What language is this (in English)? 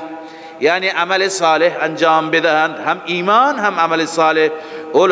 Persian